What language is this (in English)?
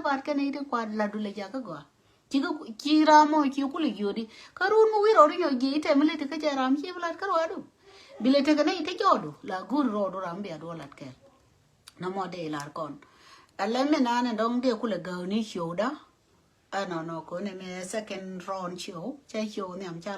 Nuer